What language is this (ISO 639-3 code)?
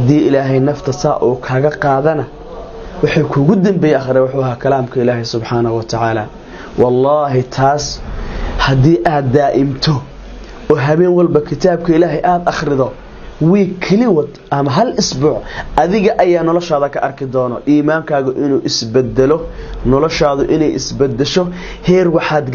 som